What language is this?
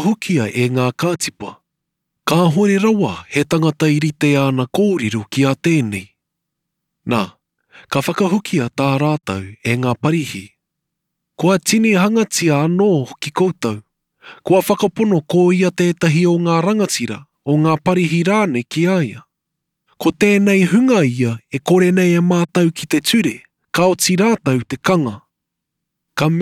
Māori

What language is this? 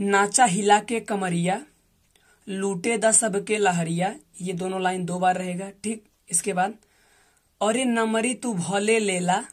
Bhojpuri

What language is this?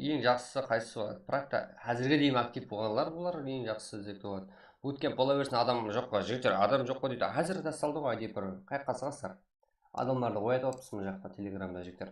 Kara-Kalpak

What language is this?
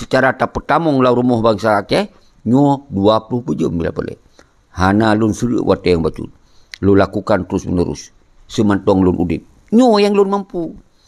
Achinese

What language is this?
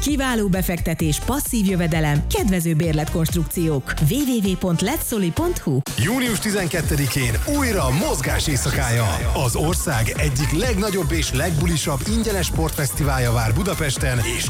Hungarian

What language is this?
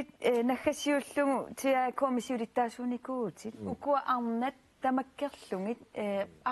Kalaallisut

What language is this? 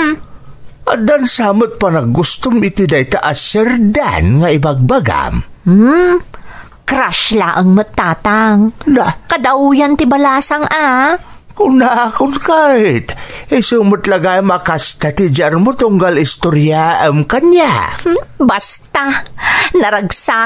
Iloko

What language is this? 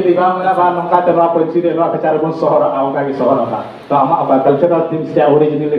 Santali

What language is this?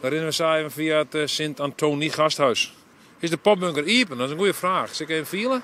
Western Frisian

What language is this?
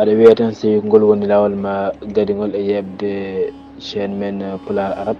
Fula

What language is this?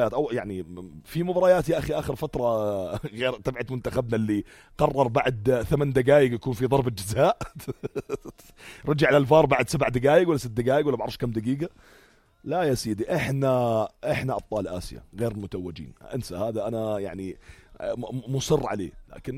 North Levantine Arabic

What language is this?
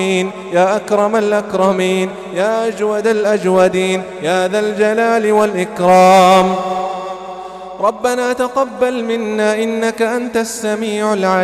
Arabic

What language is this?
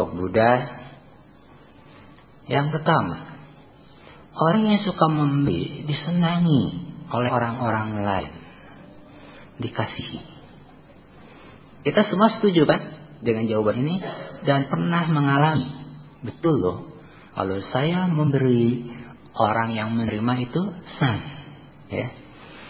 Indonesian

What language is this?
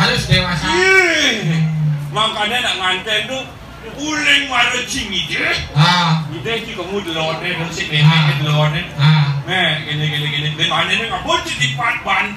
Balinese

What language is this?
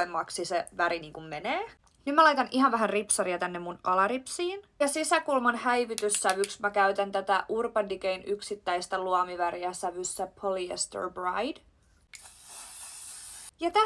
Finnish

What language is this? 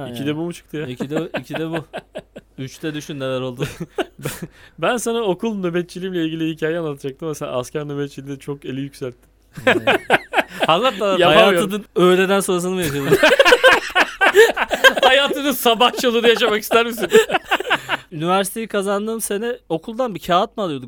Turkish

